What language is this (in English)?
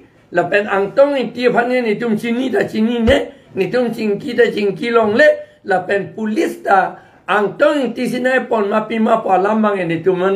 Karbi